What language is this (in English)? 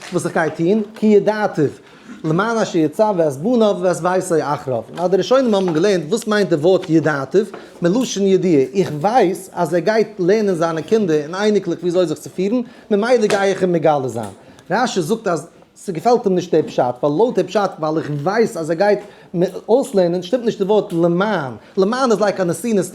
Yiddish